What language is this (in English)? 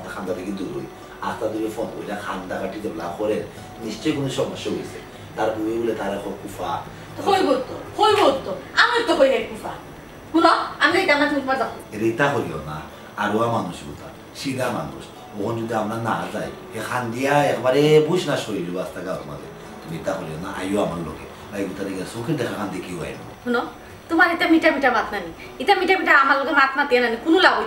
Sylheti